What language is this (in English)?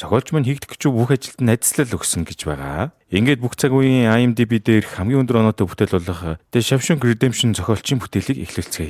Mongolian